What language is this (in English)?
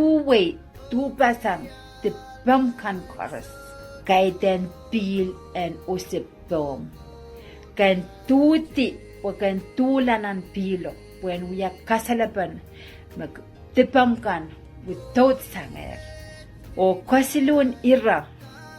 Pohnpeian